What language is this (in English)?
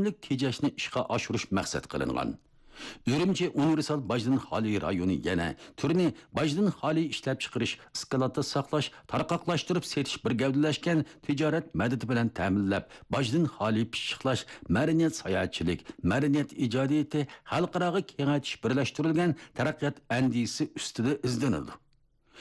Uyghur